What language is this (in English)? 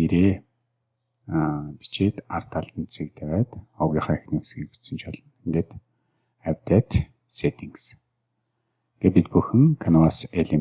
Mongolian